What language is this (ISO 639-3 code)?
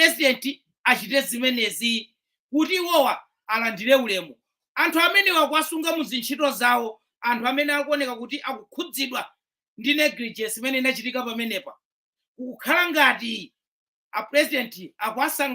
nya